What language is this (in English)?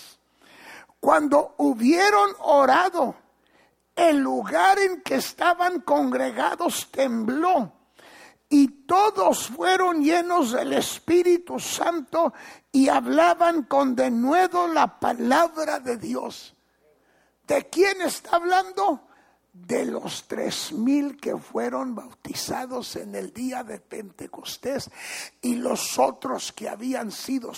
Spanish